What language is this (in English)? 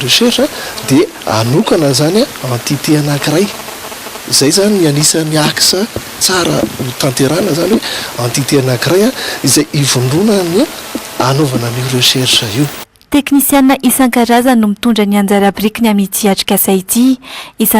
Malagasy